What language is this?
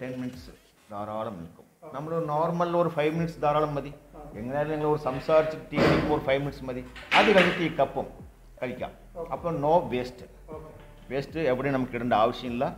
Malayalam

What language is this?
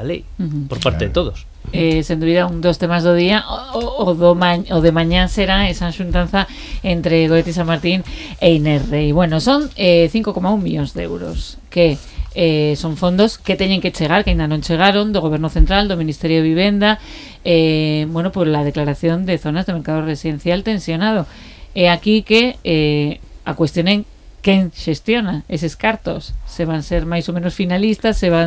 Galician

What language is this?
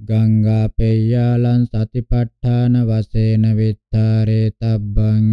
Pali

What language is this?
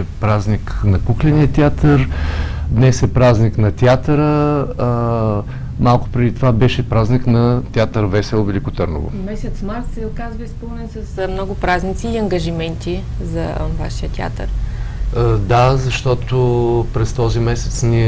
Bulgarian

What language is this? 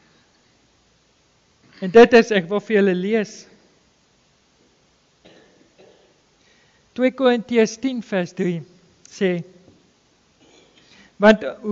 Afrikaans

